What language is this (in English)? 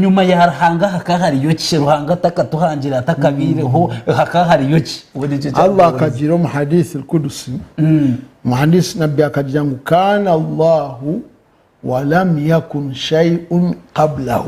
Nyankole